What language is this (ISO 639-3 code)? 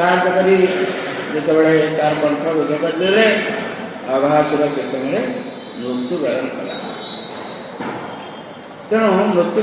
ori